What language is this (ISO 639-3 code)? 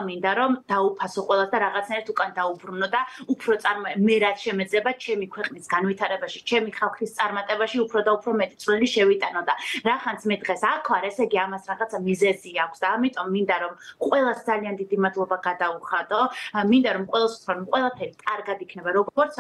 kat